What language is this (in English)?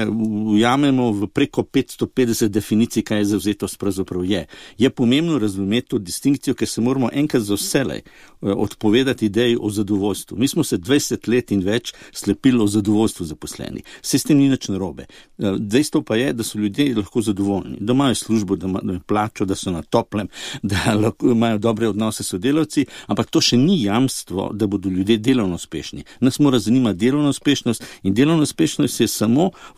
Slovenian